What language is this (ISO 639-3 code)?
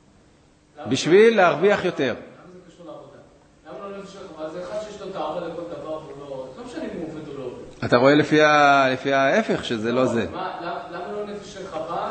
heb